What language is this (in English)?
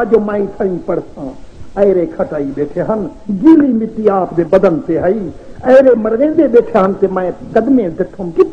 Saraiki